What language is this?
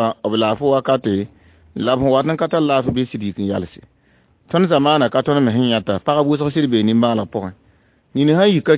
Mossi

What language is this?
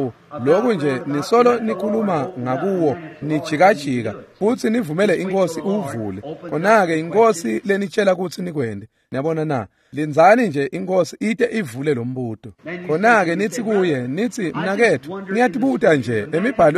Swati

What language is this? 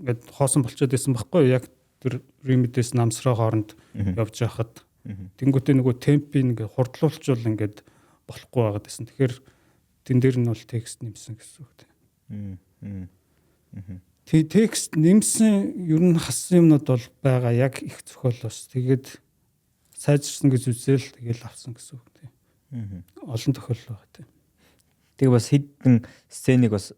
Mongolian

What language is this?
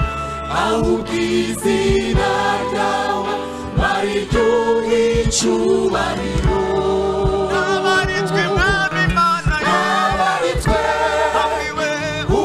Kinyarwanda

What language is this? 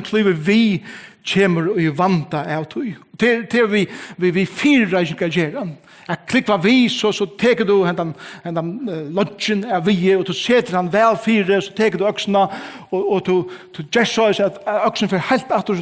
Faroese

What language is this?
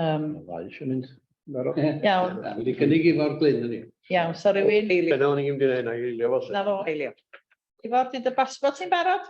Welsh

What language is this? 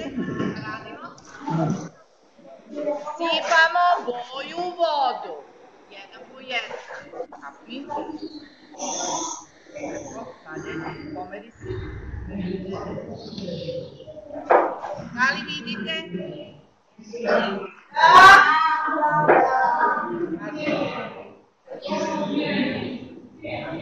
Serbian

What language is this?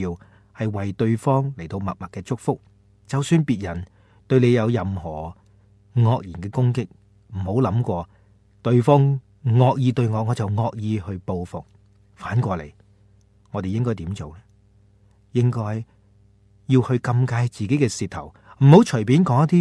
Cantonese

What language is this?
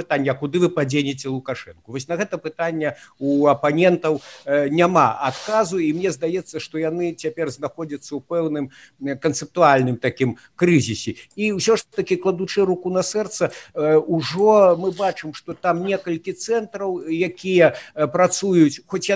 Belarusian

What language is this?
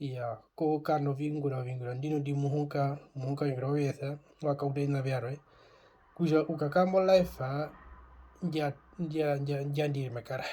Herero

